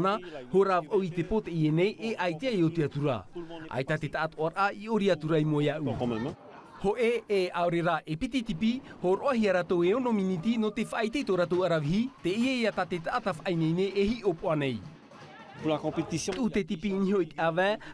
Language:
Tahitian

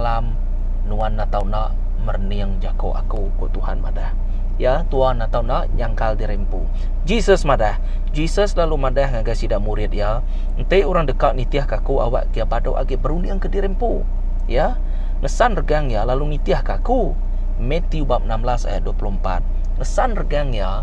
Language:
Iban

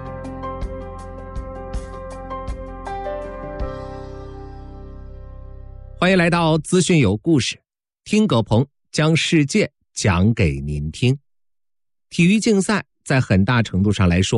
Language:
Chinese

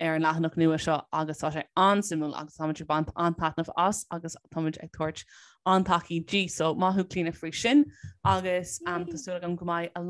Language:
Irish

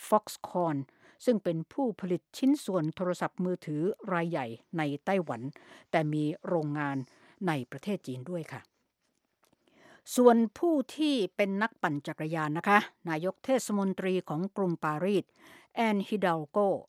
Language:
Thai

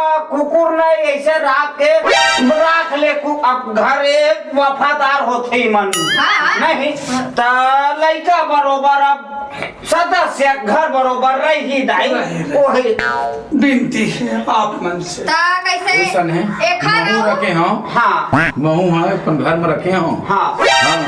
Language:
Chhattisgarhi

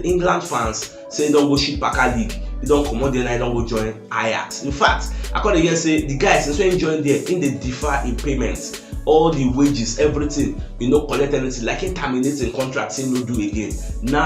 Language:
Nigerian Pidgin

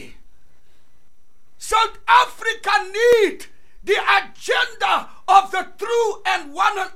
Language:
Afrikaans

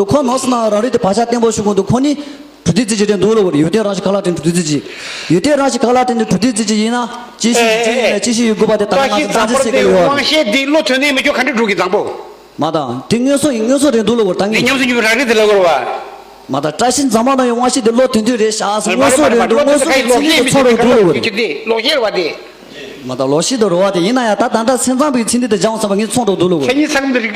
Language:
Tibetan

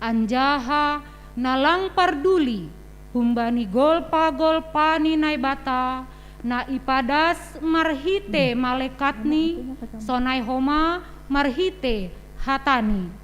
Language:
Batak Simalungun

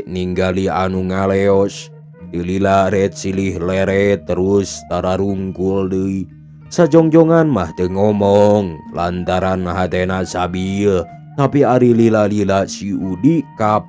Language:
Sundanese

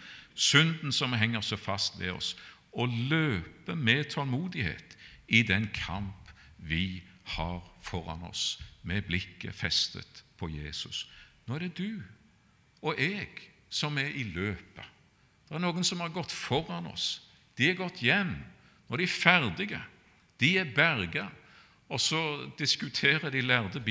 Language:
Norwegian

